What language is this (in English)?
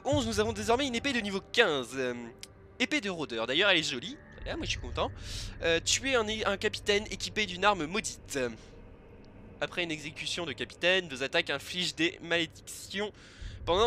French